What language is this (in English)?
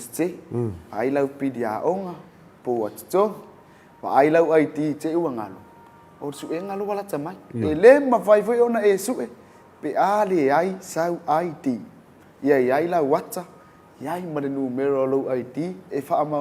Samoan